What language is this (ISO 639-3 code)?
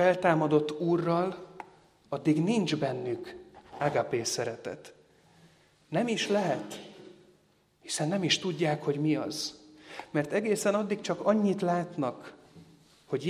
hun